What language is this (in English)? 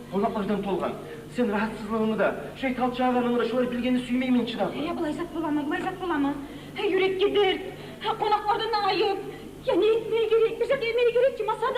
Kumyk